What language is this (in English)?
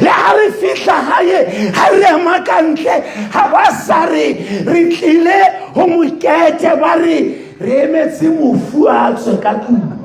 Southern Sotho